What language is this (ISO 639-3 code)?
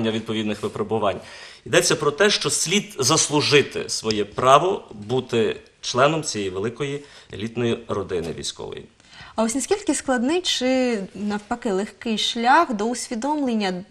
ukr